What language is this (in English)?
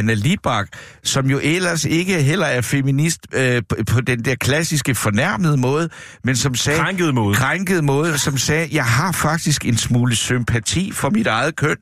Danish